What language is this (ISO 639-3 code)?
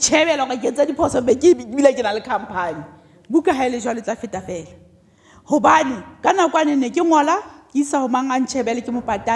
sot